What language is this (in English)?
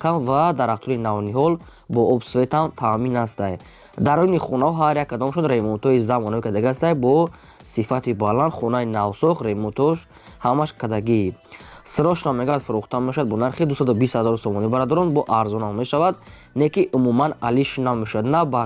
Tajik